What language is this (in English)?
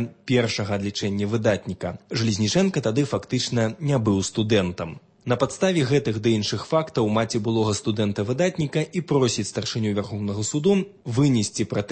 Belarusian